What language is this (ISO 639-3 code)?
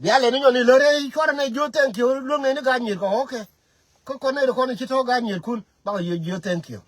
nus